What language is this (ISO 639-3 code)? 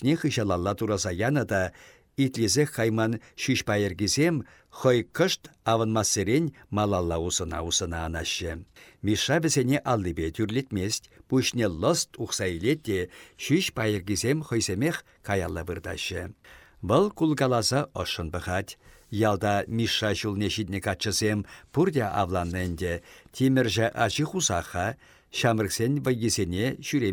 chv